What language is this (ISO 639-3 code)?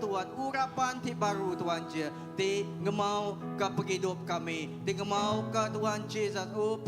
iba